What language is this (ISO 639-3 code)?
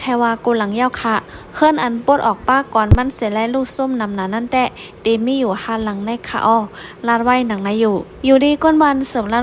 shn